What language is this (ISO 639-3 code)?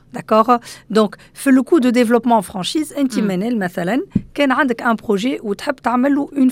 aeb